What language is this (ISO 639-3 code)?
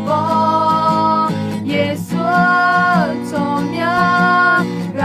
ahk